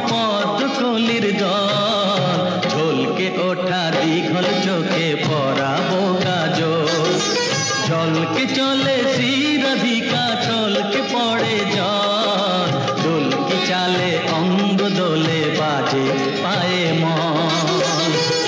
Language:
Bangla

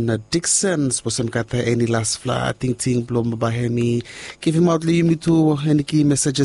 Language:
Bislama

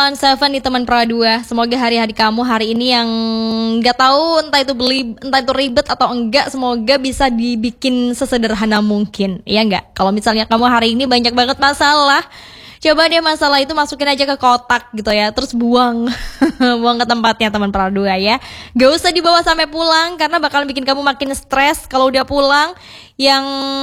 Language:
Indonesian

